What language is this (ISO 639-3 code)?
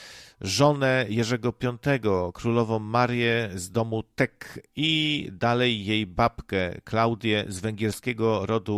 pol